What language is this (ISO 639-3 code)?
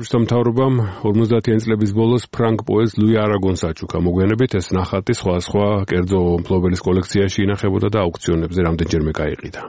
kat